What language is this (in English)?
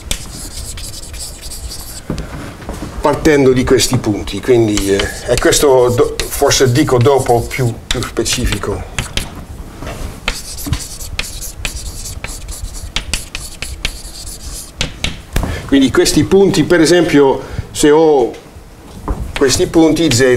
Italian